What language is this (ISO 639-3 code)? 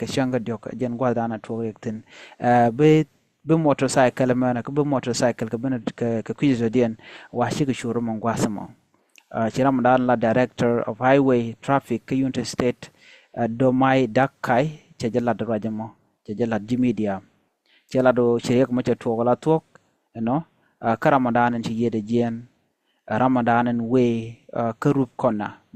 nus